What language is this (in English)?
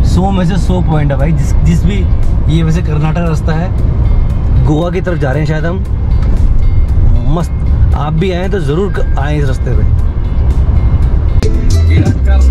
Hindi